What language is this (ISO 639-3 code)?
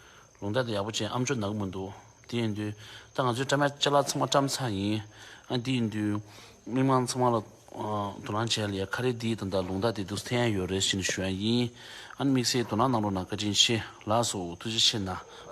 bod